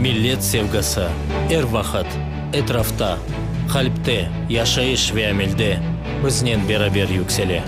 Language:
Crimean Tatar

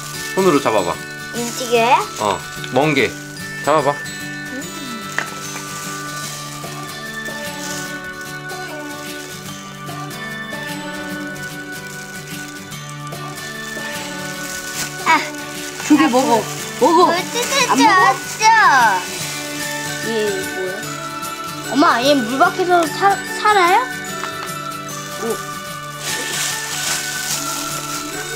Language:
Korean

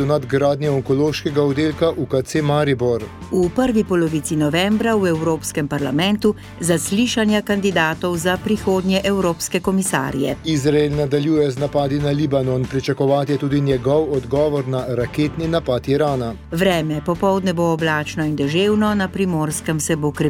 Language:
Slovenian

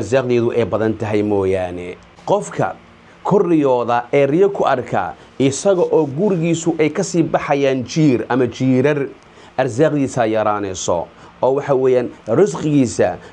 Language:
Somali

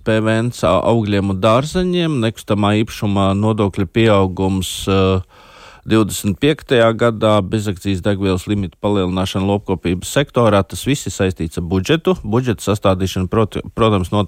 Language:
Latvian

